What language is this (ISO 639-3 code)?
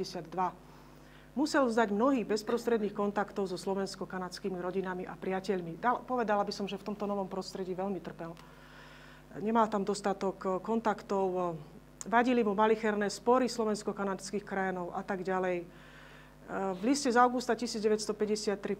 slk